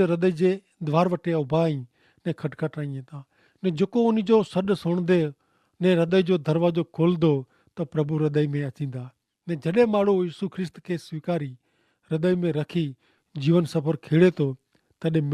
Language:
Kachhi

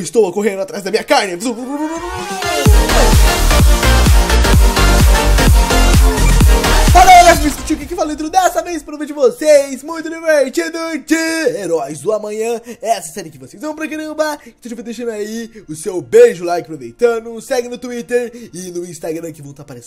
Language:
Portuguese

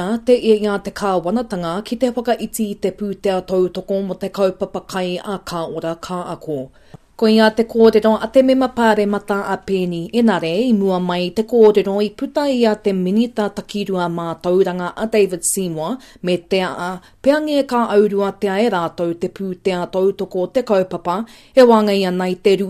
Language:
Māori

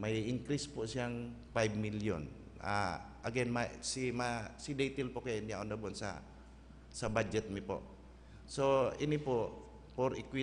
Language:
Bikol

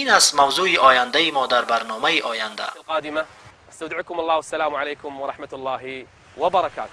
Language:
Tajik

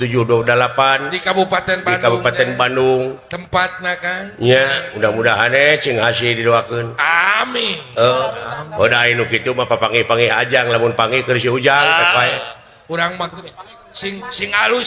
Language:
Sundanese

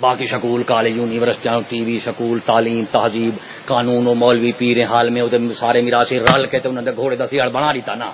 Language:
Saraiki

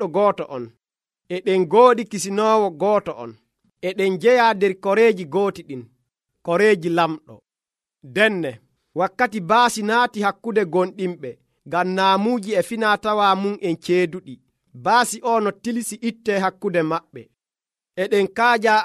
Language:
Nigerian Fulfulde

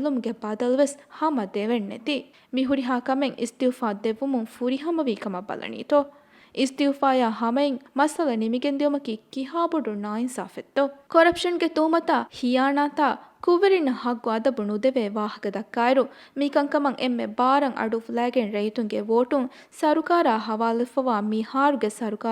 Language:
Divehi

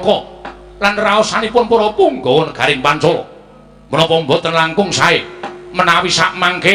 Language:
Javanese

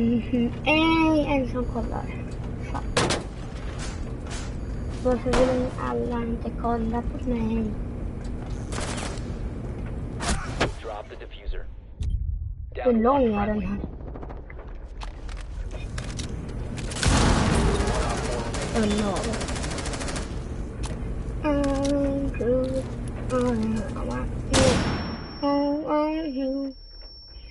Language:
Swedish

